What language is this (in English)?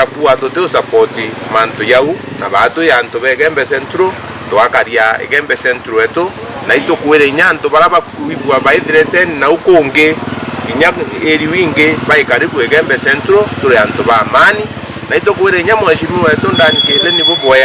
Meru